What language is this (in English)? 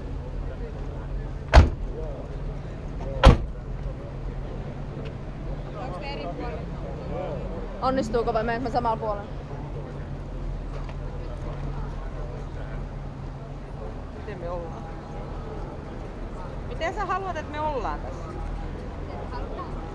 Finnish